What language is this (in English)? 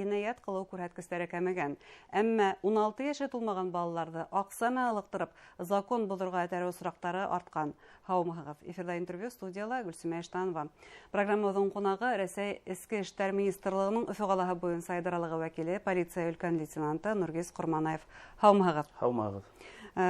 Bashkir